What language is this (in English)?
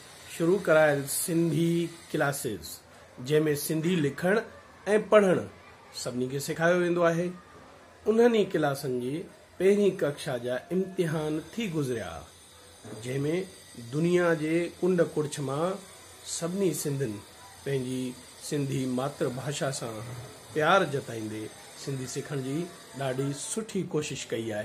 Sindhi